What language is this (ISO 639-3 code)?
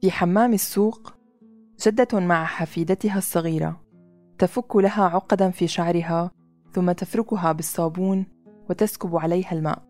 apc